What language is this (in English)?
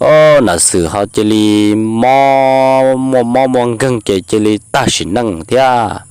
Hmong